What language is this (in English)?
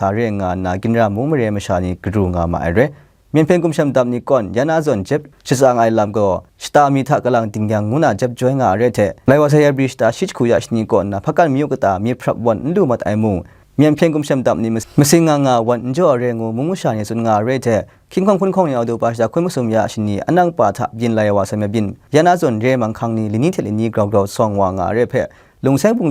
Kachin